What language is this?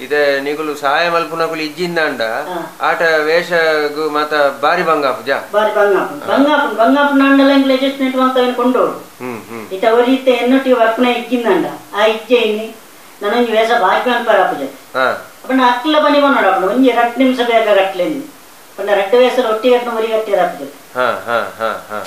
Tulu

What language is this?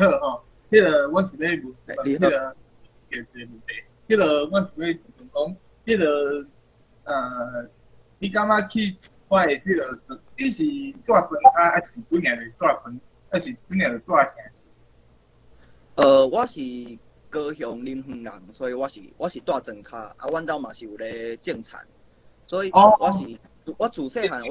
Min Nan Chinese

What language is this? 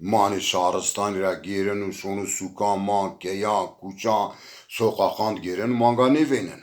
Zaza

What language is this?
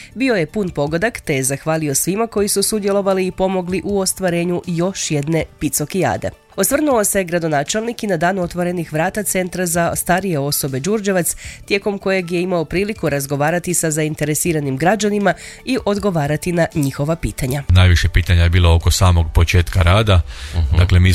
Croatian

